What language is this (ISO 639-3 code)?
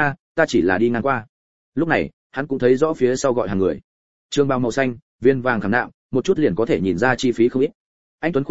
vie